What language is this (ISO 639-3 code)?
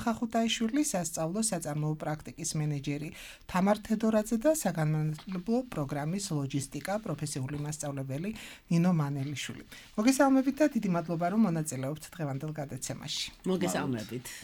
kat